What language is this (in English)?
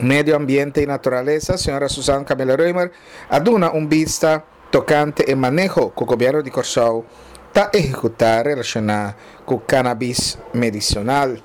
Papiamento